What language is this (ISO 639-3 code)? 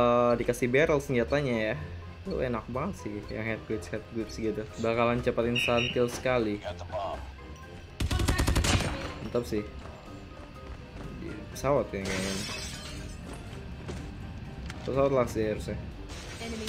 ind